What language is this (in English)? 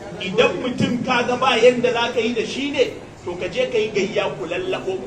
Hausa